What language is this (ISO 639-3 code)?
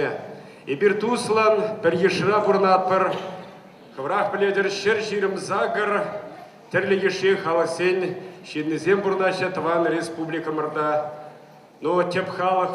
chv